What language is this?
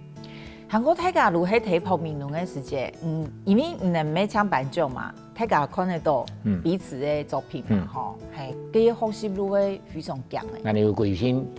Hakka Chinese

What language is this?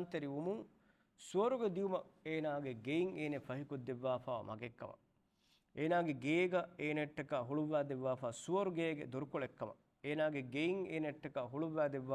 Divehi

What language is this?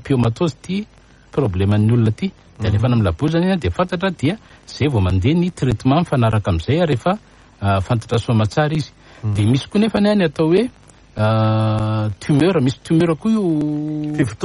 Malagasy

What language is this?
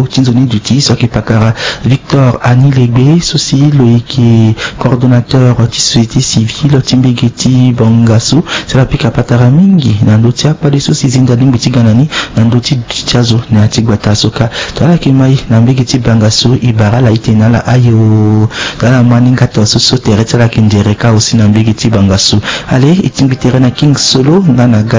Sango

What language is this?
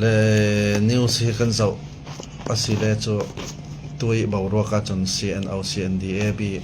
Falam Chin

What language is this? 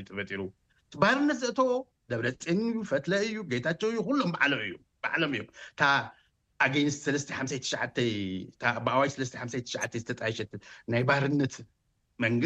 Tigrinya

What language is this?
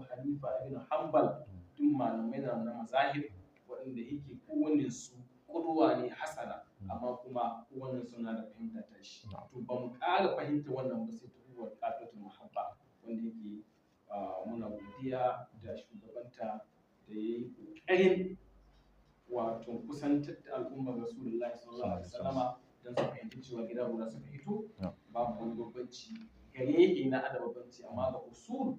Hausa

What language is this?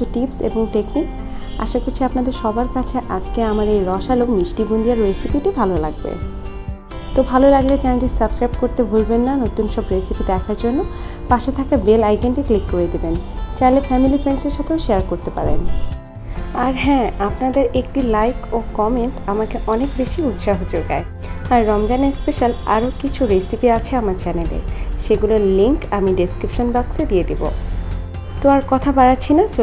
Bangla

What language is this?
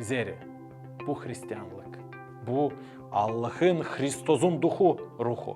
Gagauz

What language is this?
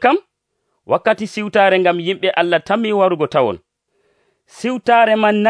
Nigerian Fulfulde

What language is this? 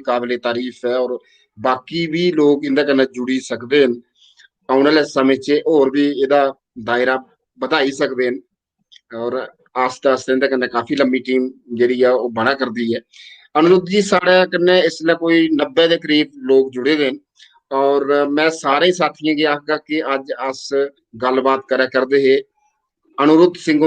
Dogri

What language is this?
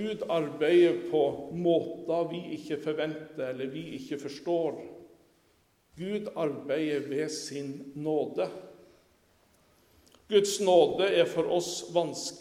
Norwegian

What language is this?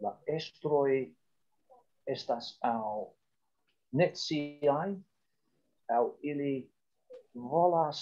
Esperanto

